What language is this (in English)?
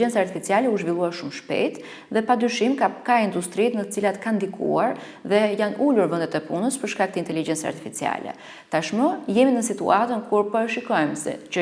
Albanian